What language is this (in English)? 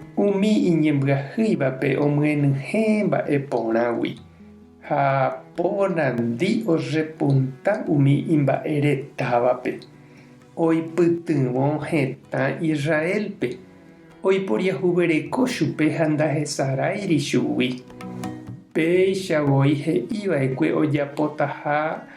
Guarani